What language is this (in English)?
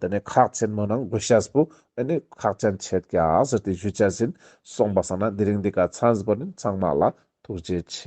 Ladakhi